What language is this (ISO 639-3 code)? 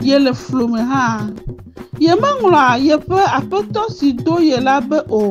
ewe